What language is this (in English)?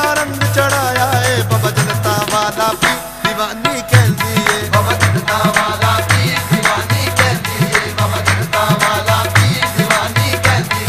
Punjabi